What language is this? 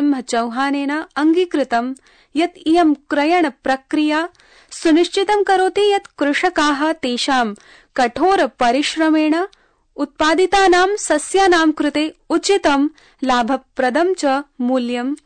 Sanskrit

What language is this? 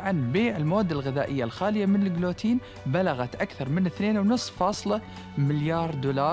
Arabic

